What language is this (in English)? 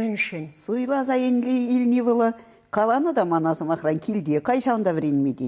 Chuvash